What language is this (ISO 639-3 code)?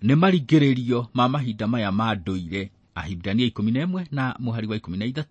kik